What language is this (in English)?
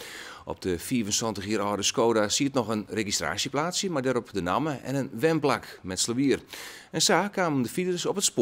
Western Frisian